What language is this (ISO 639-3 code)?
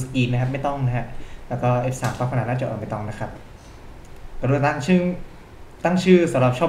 tha